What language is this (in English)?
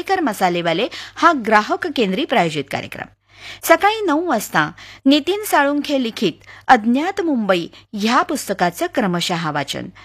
Marathi